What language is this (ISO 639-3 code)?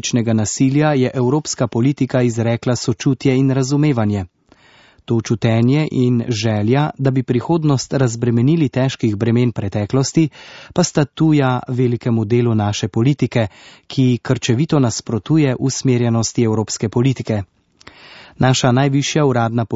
slv